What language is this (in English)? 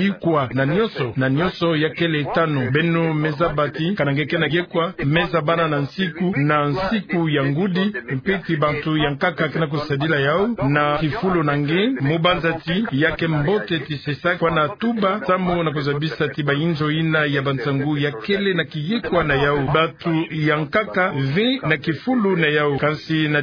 Kituba (Democratic Republic of Congo)